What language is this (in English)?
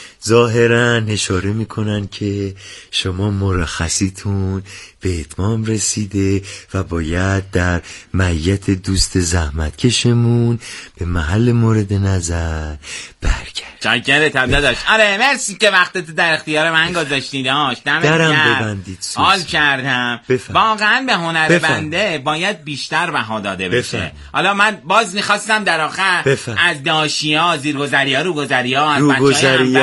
Persian